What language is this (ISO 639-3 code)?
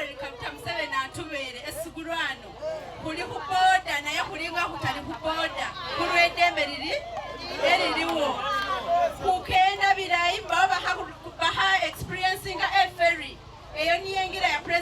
xog